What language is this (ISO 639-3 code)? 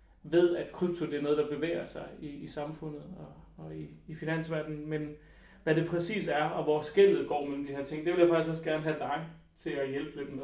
dan